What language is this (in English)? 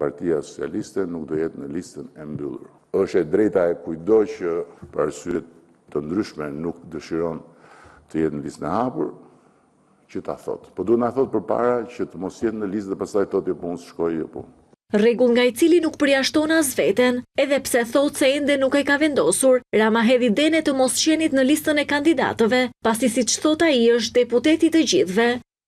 Albanian